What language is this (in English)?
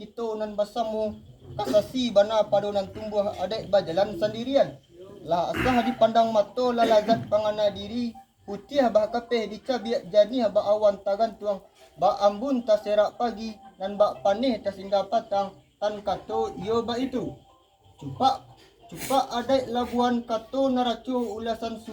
Minangkabau